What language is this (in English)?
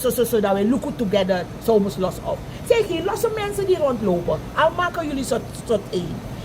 Sranan Tongo